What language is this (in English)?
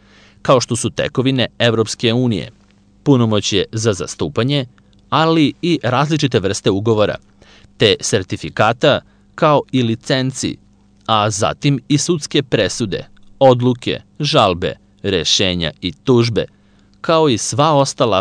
Serbian